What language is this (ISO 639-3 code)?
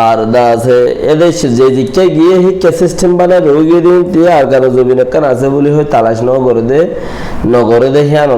rhg